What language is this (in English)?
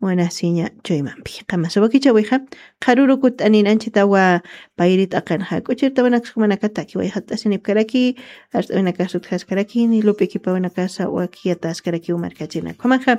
Aymara